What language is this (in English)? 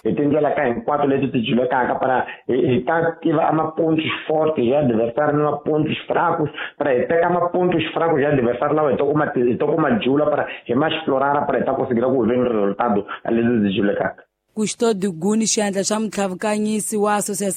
Tsonga